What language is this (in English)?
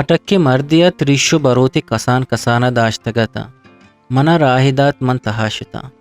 Eastern Balochi